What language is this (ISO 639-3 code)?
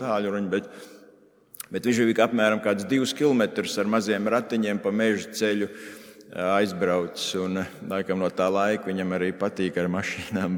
lav